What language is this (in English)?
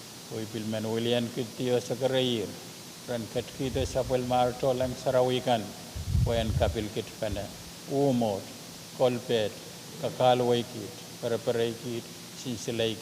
Pohnpeian